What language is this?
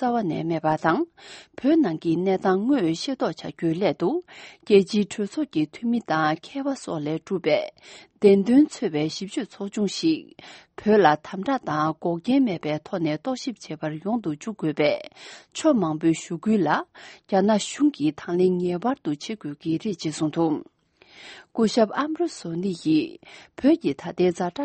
Tibetan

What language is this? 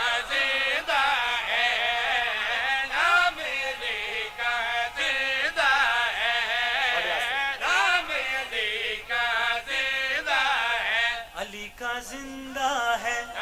Pahari-Potwari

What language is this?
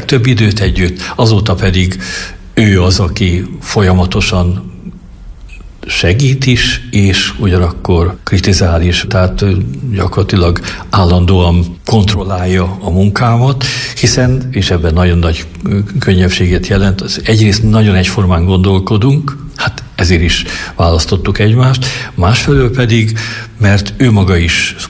Hungarian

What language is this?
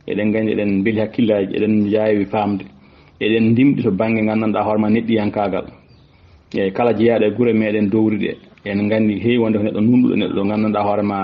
Fula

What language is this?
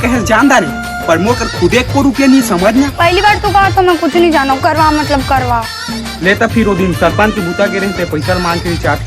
Chhattisgarhi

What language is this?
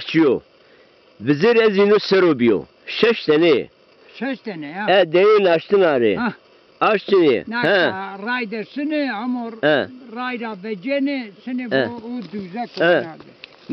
Zaza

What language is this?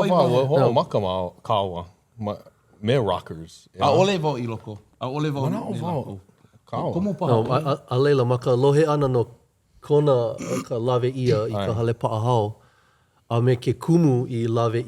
Hawaiian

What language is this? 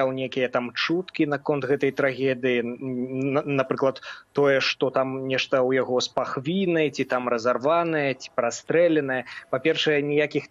Belarusian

